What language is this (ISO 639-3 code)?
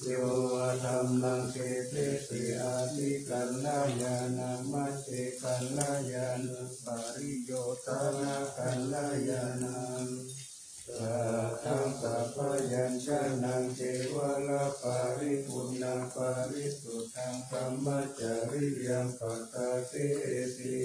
pli